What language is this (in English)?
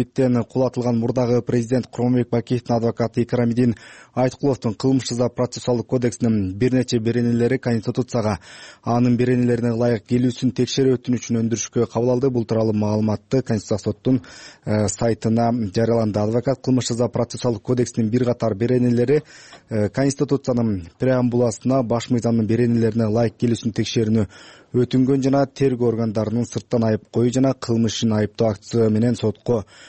Kyrgyz